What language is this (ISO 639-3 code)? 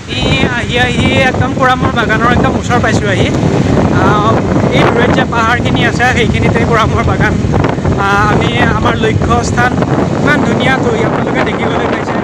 asm